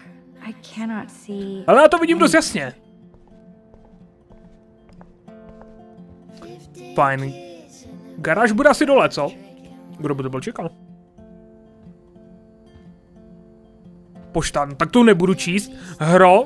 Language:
Czech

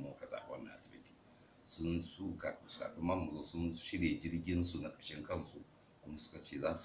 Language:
Hausa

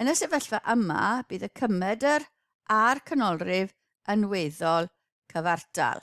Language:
Welsh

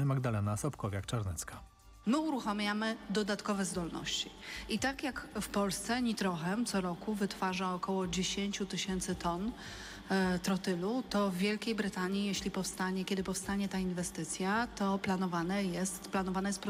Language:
Polish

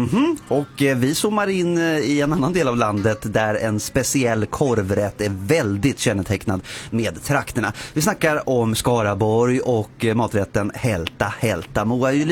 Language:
Swedish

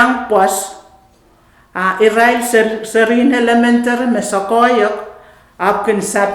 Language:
Pohnpeian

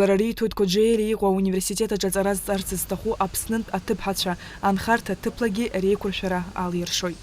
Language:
Abkhazian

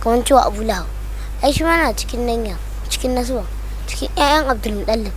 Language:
Hausa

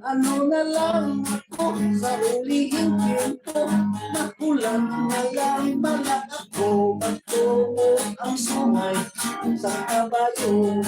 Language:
Hiligaynon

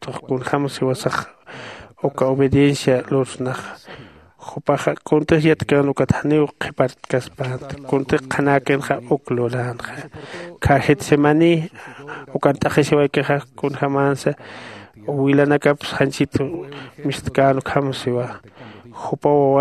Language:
Aymara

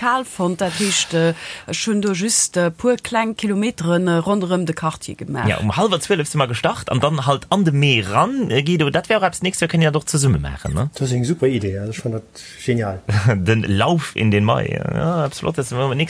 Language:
Luxembourgish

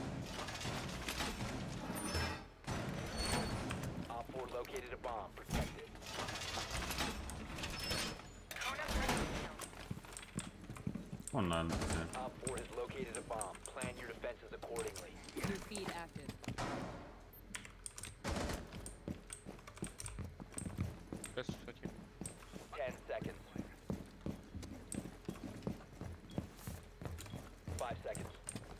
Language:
Hungarian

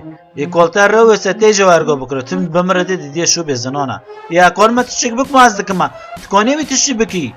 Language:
Kurdish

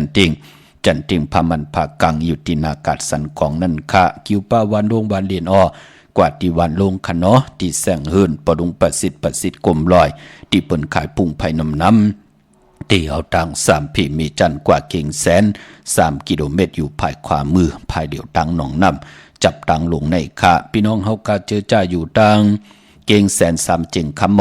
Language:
Shan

